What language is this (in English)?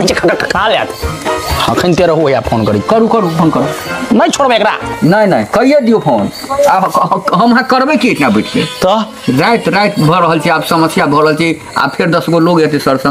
Maithili